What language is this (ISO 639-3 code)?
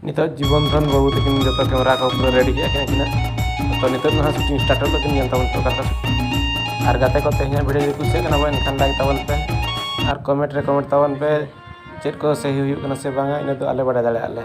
sat